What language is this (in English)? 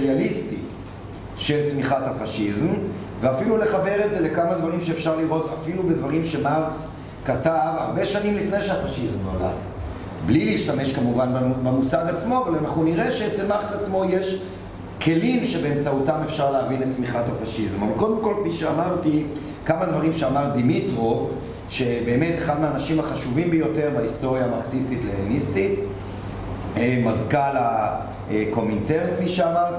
Hebrew